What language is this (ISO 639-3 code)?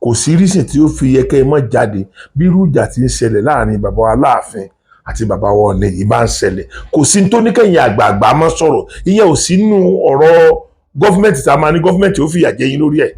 yor